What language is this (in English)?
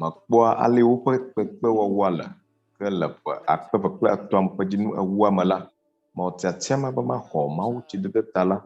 Ewe